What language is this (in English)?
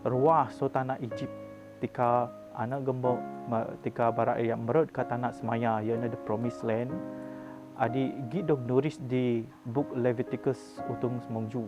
Biatah Bidayuh